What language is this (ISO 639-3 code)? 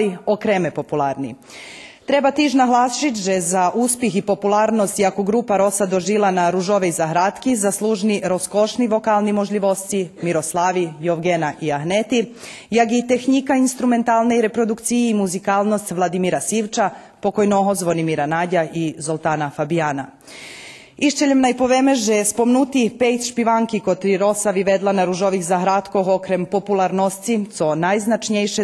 rue